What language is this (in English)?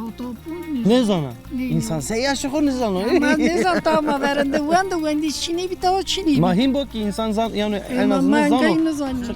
Zaza